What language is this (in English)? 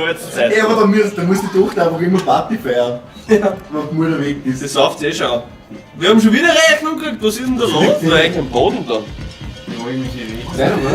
Bavarian